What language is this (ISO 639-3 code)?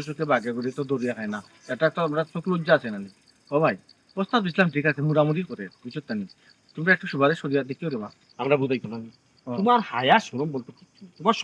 syl